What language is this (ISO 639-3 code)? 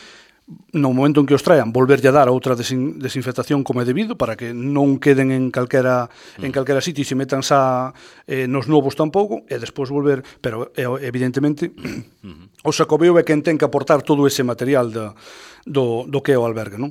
glg